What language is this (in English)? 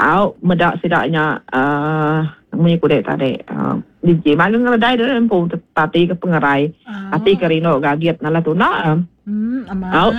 Iban